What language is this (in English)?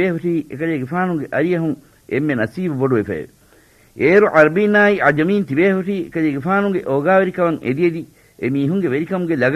Divehi